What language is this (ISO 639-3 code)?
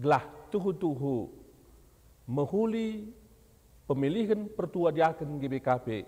btx